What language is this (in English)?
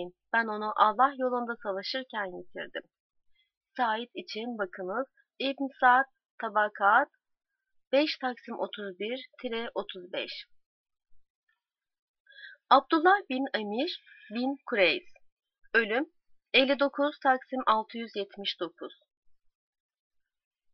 Turkish